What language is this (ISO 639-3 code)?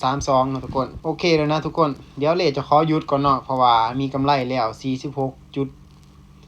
lao